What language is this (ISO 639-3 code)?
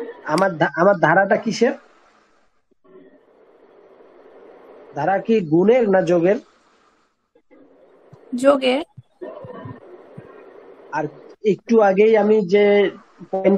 ben